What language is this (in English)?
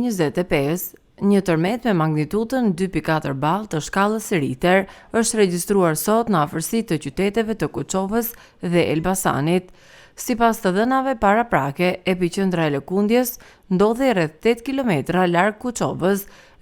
Albanian